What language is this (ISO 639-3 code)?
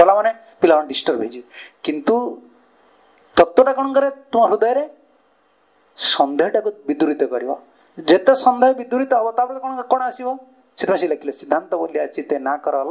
ori